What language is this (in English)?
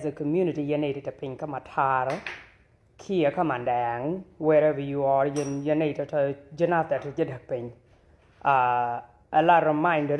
Nuer